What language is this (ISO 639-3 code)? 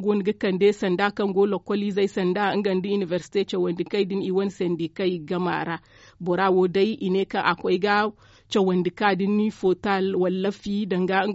dje